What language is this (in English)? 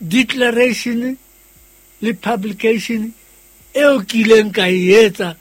Southern Sotho